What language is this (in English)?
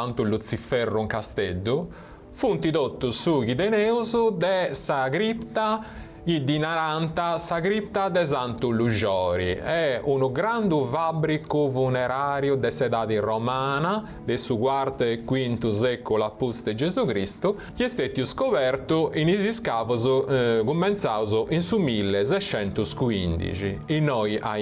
Sardinian